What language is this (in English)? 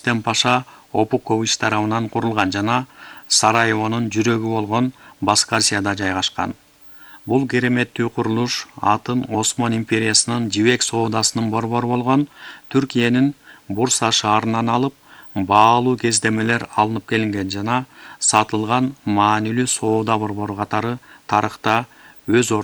Kyrgyz